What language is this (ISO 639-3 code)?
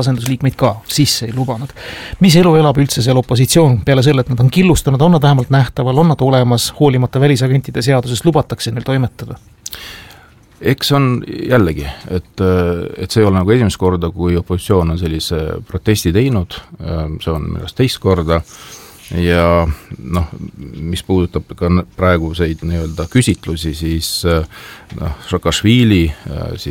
est